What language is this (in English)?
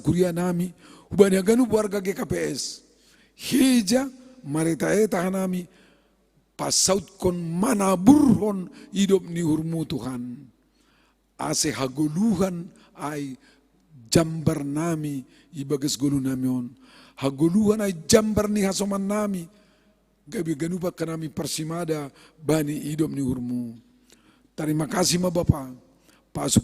Batak Simalungun